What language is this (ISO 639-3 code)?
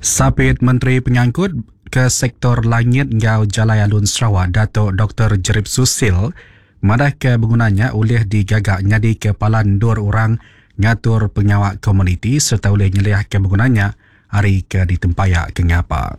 iba